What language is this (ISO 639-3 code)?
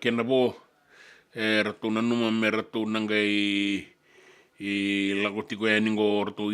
fij